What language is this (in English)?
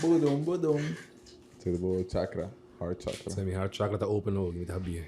Papiamento